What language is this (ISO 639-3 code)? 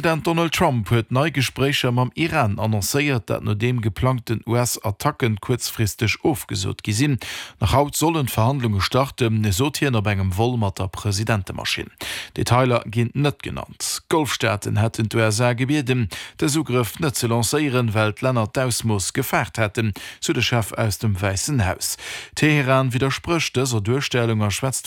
ltz